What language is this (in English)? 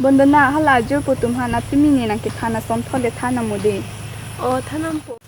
Karbi